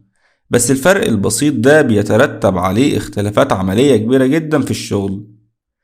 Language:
Egyptian Arabic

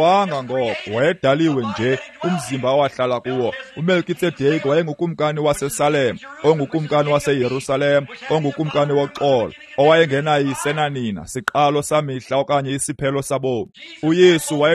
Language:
Xhosa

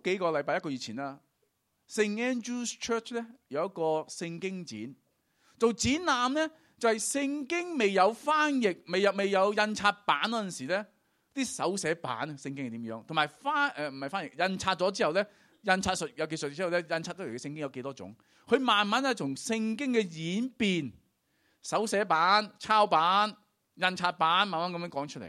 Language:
Cantonese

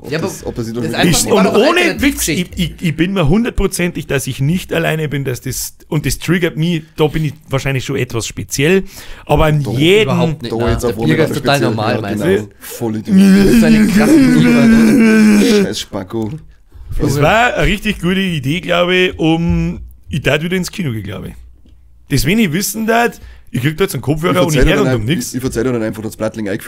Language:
Bavarian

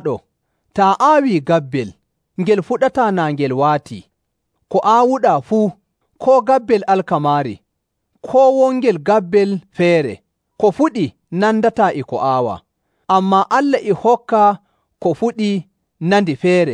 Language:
Nigerian Fulfulde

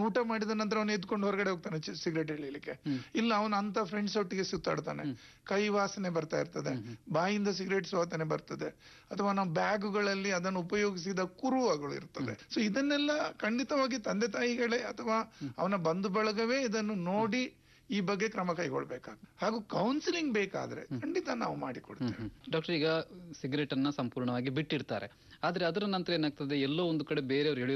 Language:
Kannada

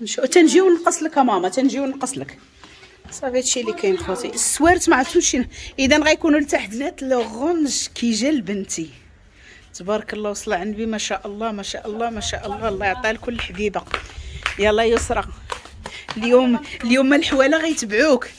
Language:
Moroccan Arabic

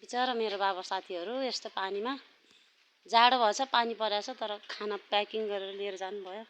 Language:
Nepali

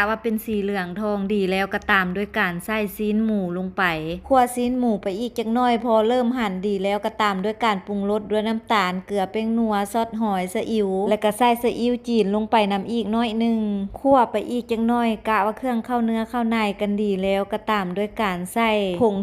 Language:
Lao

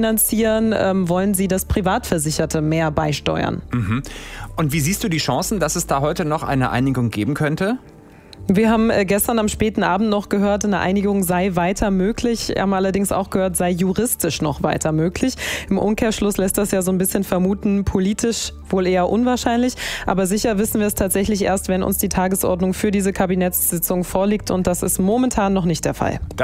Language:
German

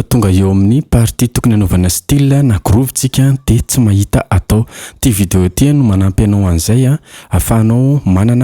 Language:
Malagasy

